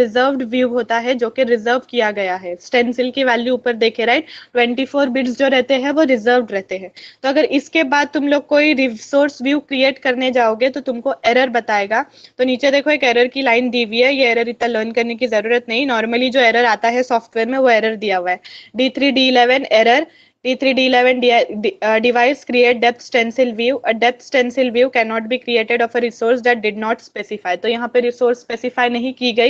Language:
Hindi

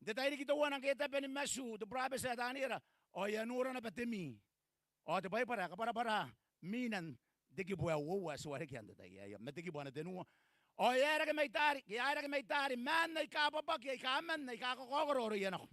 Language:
Gilbertese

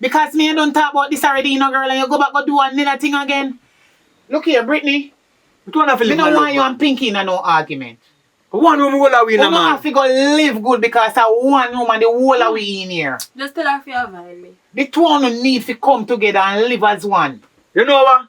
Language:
Jamaican Creole English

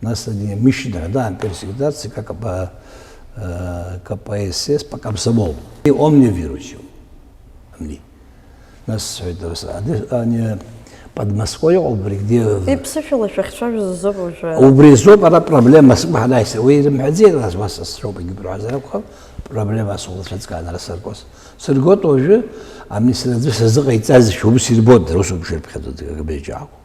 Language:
Abkhazian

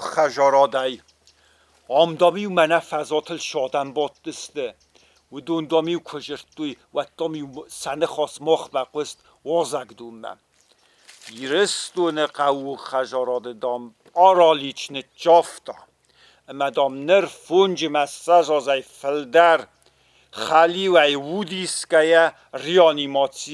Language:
Ossetic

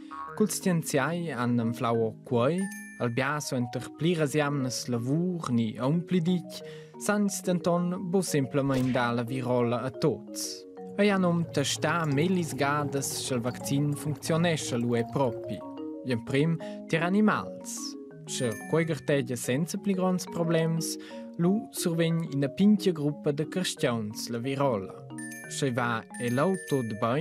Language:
Romansh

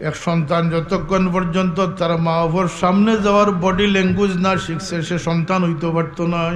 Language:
Sylheti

